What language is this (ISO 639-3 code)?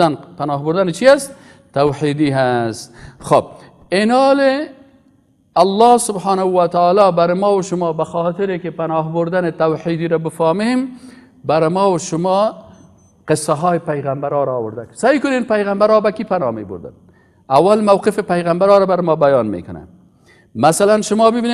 fas